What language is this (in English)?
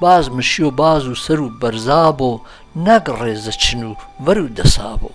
Gurani